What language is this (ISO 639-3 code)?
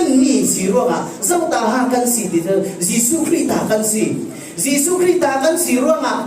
cfm